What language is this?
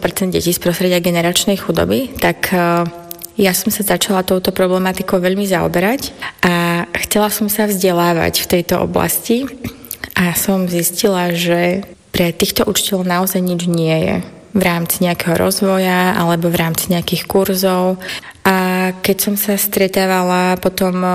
Slovak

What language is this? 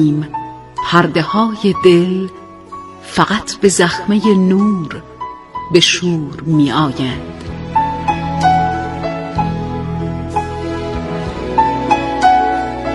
Persian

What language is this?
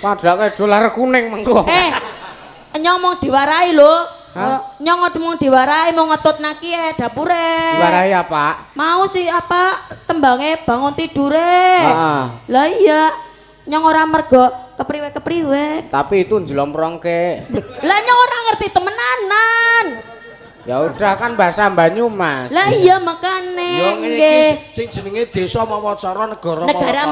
Javanese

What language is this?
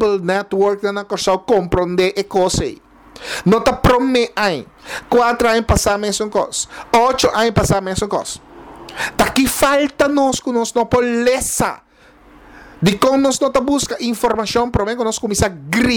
Papiamento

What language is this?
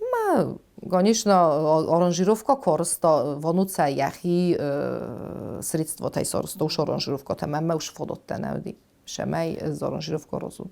Ossetic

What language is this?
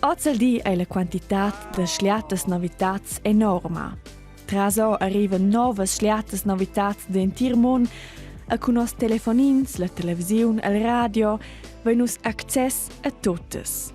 Romansh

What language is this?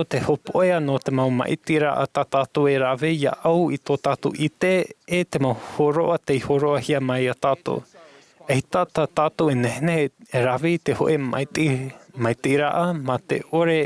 Tahitian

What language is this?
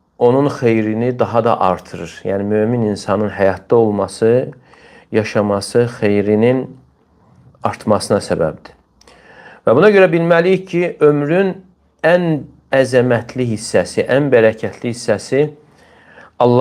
Azerbaijani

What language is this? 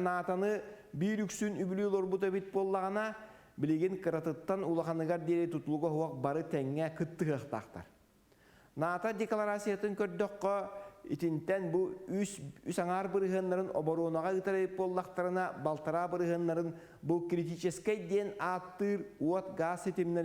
Yakut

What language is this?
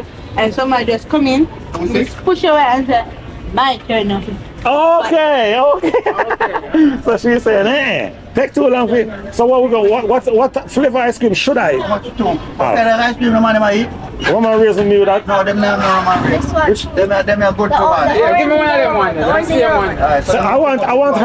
Jamaican Creole English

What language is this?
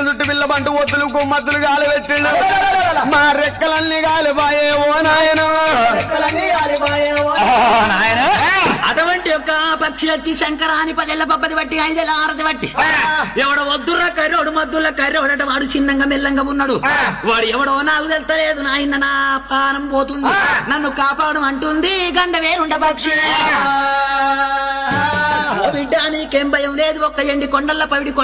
Telugu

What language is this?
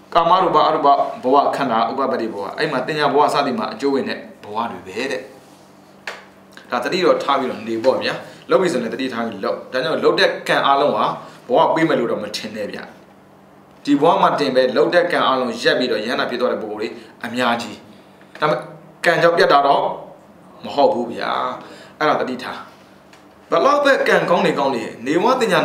Burmese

